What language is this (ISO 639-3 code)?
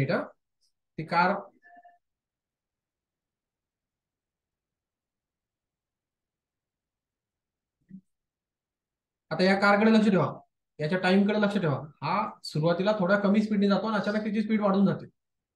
mar